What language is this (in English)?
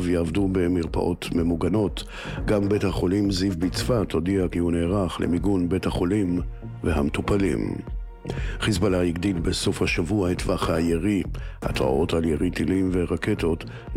Hebrew